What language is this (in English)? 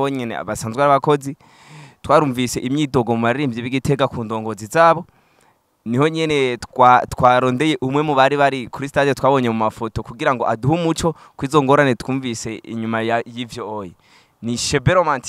Rundi